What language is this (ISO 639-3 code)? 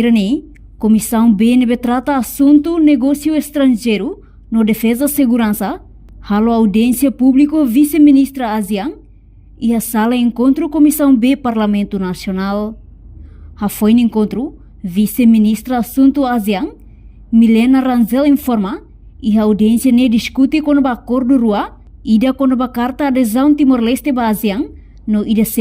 tet